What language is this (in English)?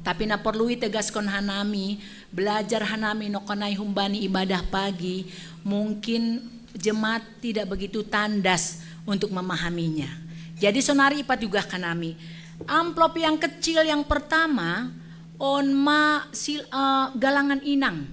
Batak Simalungun